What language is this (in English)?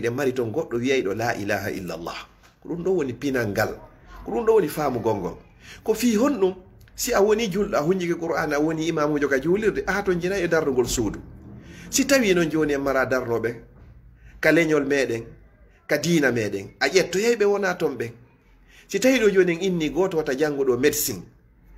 Fula